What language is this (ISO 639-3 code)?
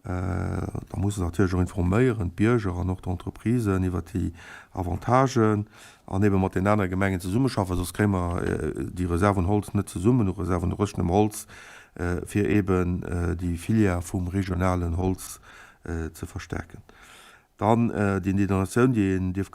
ltz